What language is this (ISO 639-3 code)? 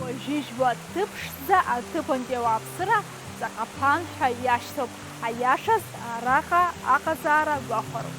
abk